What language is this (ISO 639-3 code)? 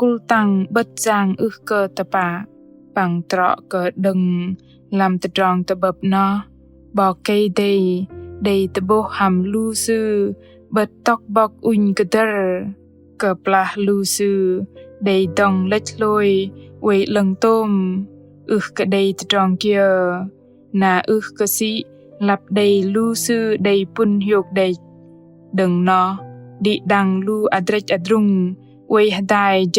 bdq